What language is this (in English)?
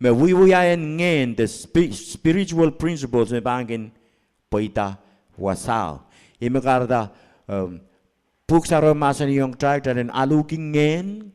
Pohnpeian